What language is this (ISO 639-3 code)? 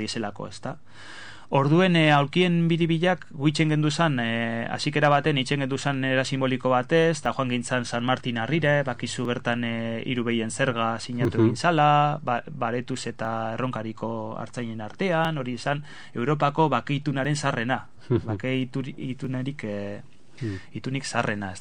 eus